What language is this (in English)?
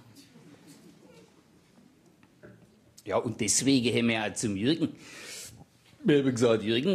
German